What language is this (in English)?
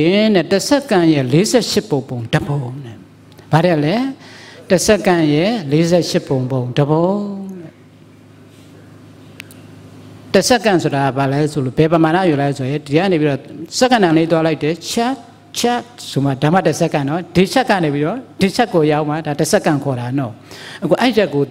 Burmese